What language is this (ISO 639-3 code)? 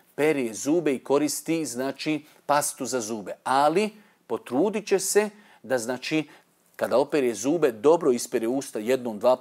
bos